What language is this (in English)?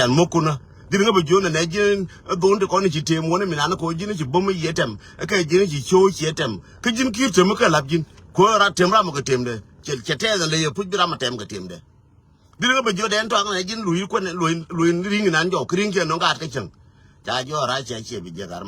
Nuer